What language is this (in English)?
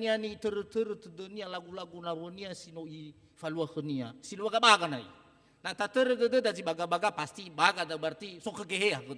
Nias